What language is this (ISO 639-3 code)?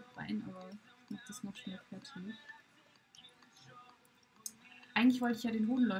deu